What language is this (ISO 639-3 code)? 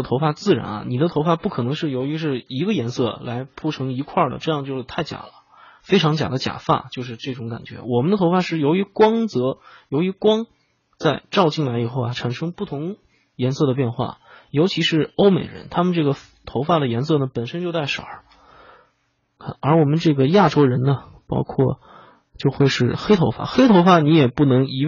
zho